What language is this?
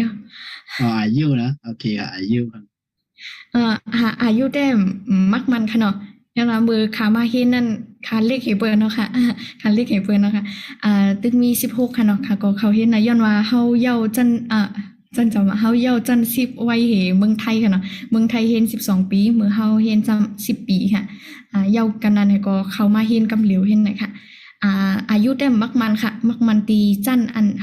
Shan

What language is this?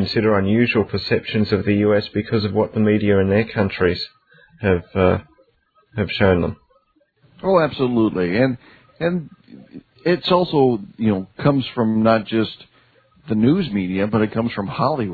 English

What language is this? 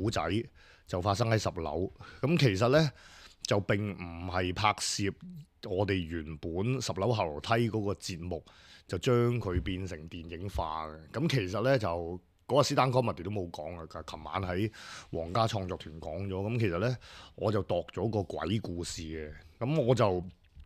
Cantonese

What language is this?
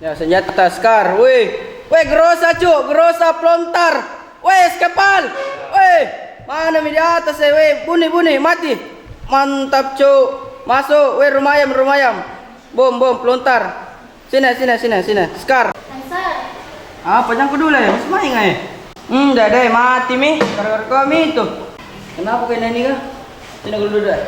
Makassar Malay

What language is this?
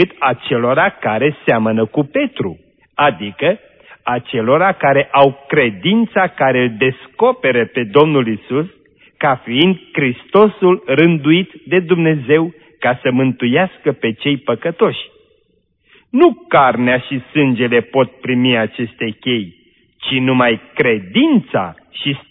Romanian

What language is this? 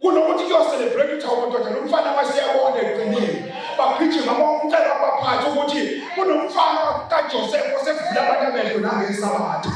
Zulu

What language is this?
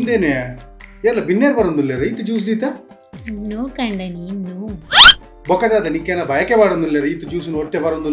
Tulu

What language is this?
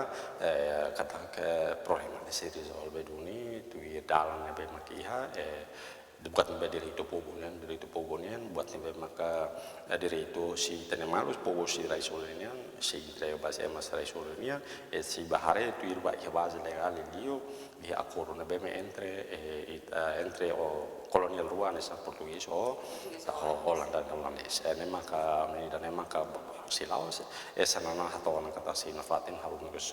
Tetum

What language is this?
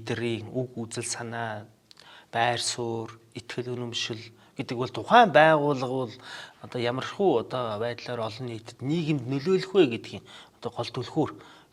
Mongolian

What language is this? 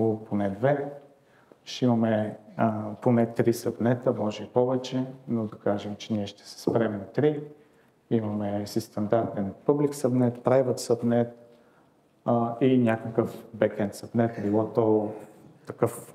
Bulgarian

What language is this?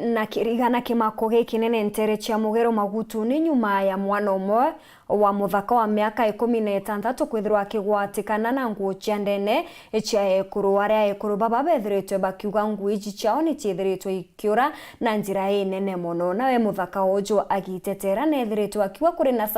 Meru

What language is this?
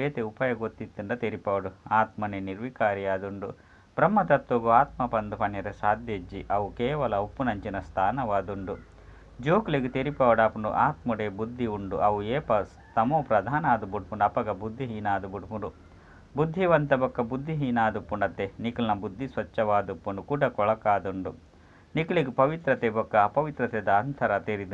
Tulu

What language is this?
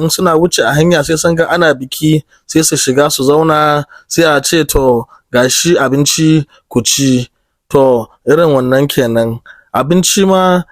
Hausa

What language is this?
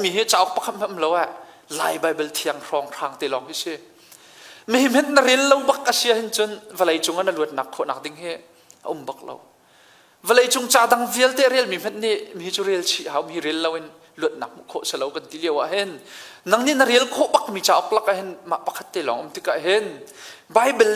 Hakha Chin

